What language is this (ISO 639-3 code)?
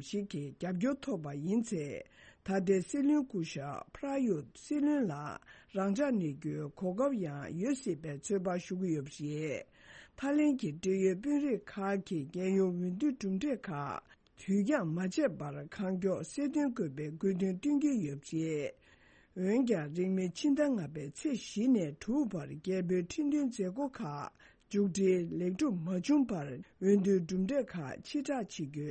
bod